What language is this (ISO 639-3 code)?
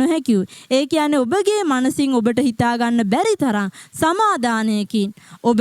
sin